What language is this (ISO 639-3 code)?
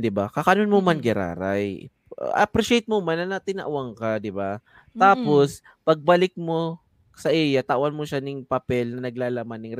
bik